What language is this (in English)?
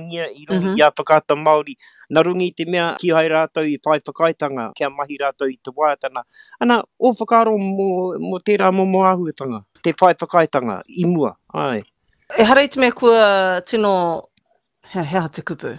Māori